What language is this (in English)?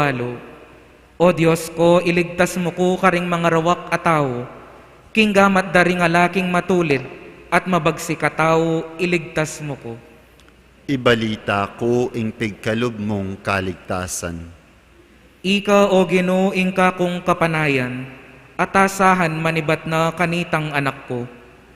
Pampanga